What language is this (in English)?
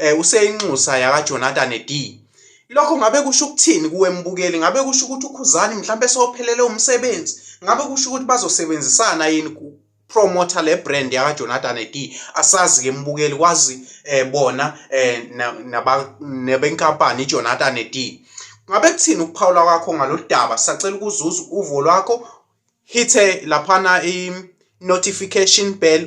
Zulu